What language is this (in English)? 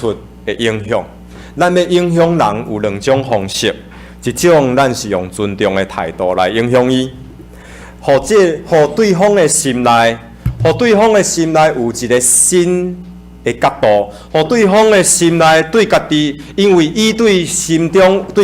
Min Nan Chinese